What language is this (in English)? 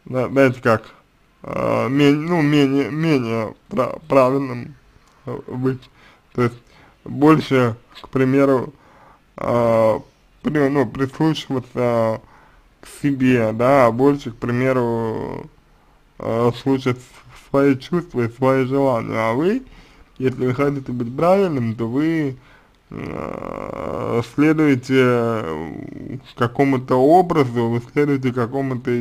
Russian